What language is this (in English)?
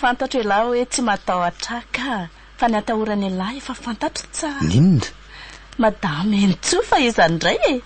Malagasy